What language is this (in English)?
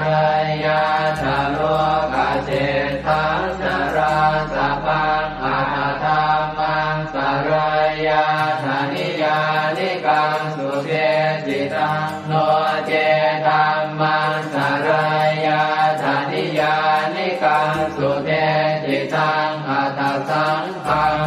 Pali